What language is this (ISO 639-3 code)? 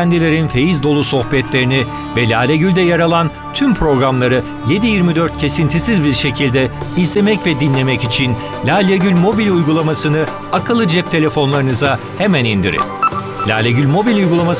tur